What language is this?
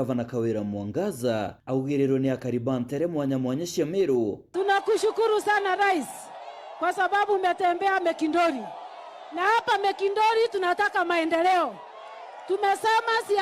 Meru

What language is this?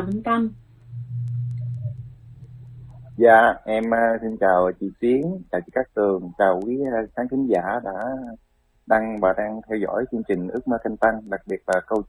Vietnamese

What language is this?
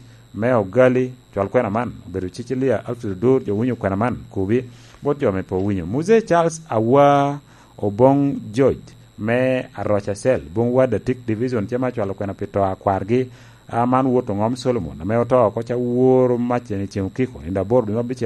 Lango (Uganda)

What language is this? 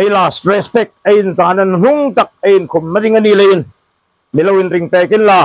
Hmar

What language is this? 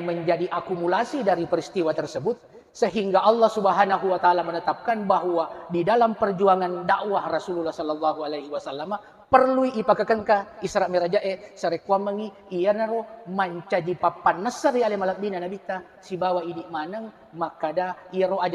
Buginese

